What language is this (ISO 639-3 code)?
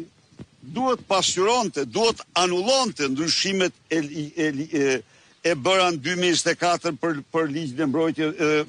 sqi